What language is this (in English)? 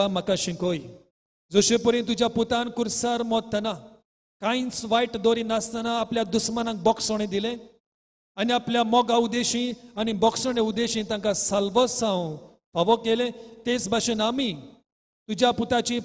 Konkani